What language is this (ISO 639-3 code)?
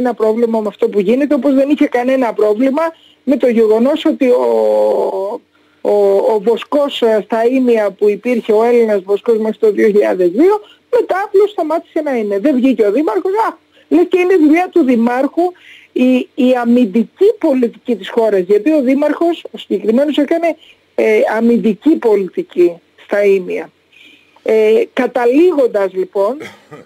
ell